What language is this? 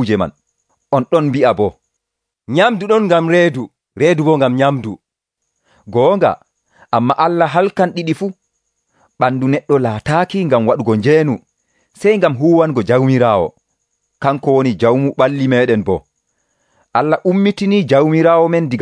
Nigerian Fulfulde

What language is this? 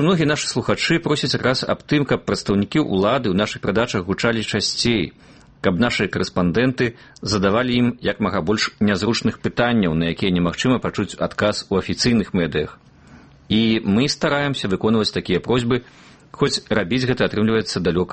Belarusian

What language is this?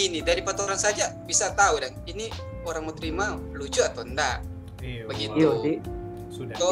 Manado Malay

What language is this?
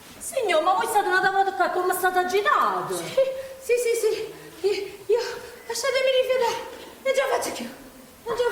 Neapolitan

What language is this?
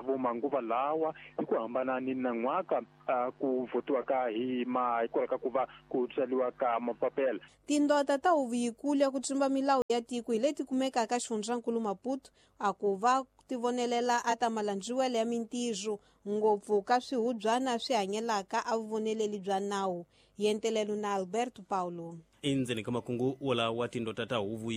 Tsonga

